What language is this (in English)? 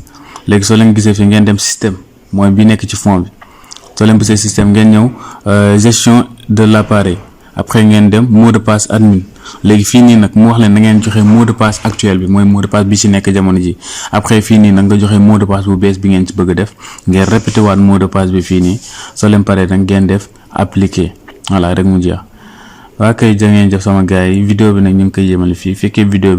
Wolof